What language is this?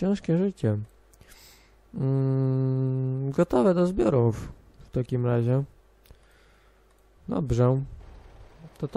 Polish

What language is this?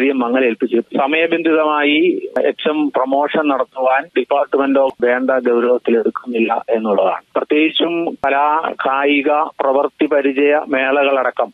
Malayalam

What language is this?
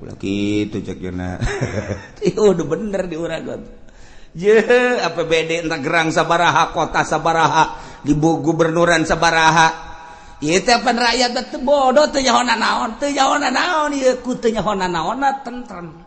Sundanese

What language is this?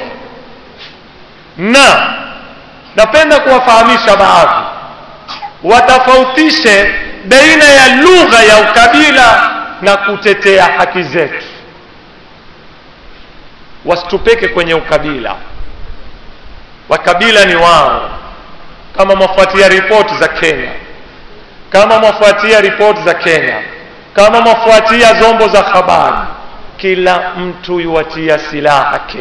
Swahili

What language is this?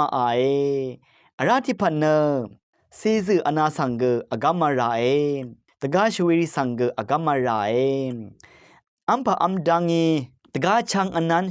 Rawang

